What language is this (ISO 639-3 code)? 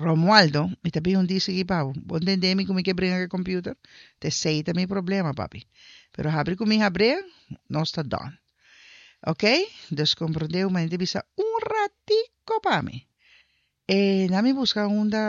pap